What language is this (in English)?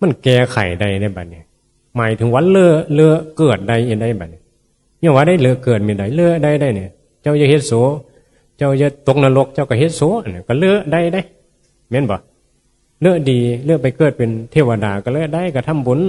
Northeastern Thai